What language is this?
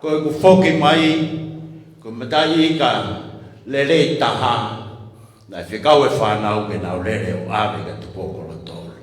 Tongan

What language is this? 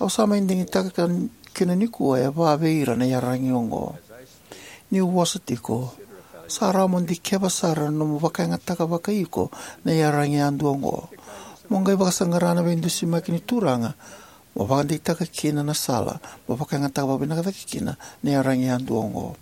Fijian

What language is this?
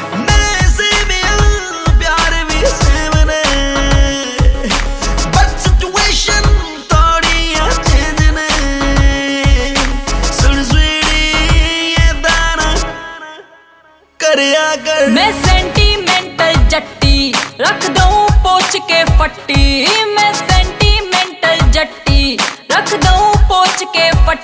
Punjabi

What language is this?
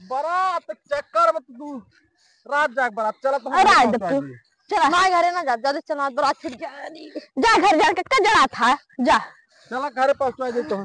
Awadhi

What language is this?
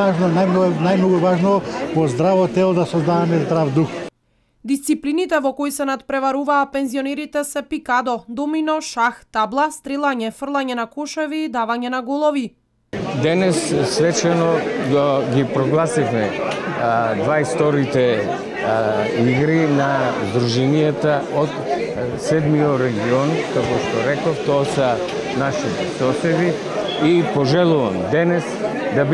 Macedonian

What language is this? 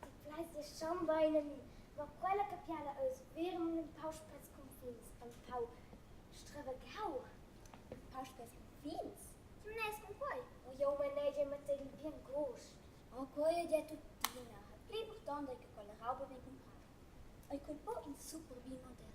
Romansh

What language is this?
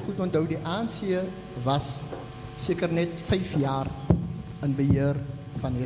Afrikaans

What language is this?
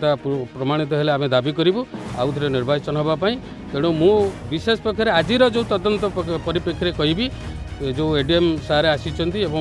Odia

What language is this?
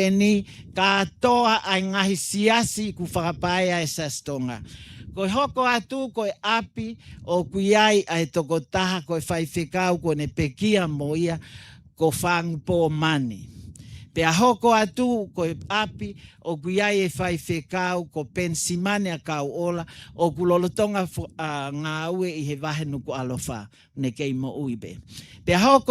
Tongan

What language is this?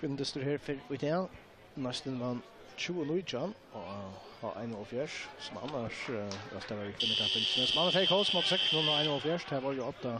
Faroese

